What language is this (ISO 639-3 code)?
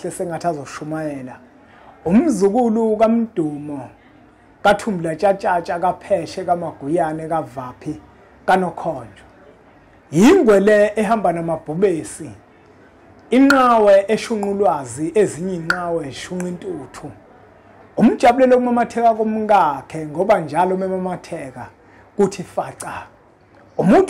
zul